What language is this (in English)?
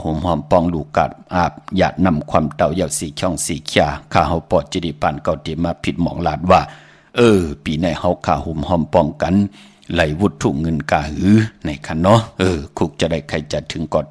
Shan